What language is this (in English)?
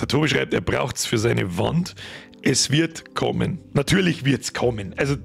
Bavarian